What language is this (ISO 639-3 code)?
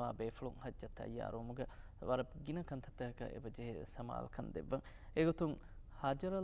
div